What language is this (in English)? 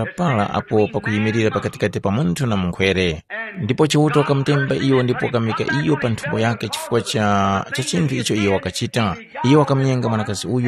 Tumbuka